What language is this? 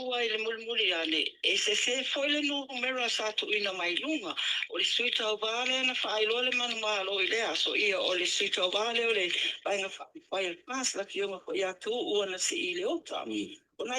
Samoan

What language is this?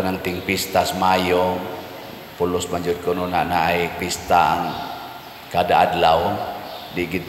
Cebuano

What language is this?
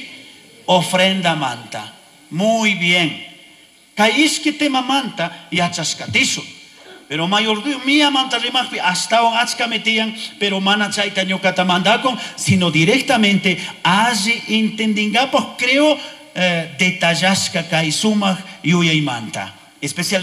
Chimborazo Highland Quichua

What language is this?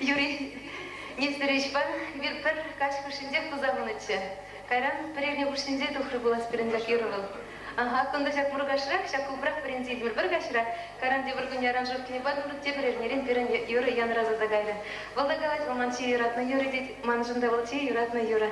Chuvash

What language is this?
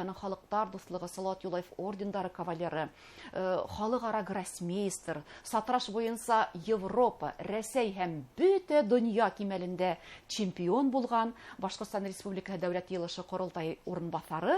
Bashkir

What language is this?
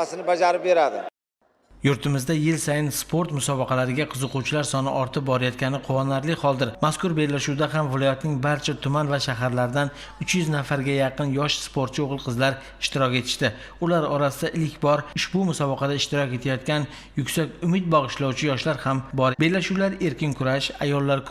Uzbek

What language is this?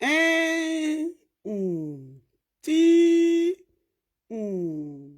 Nigerian Pidgin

